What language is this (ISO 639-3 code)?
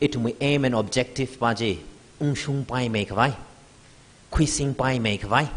nmf